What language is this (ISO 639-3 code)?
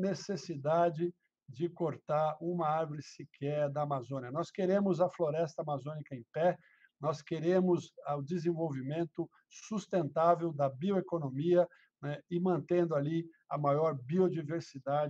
por